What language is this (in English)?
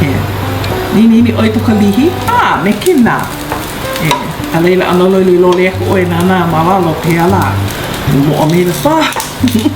Hawaiian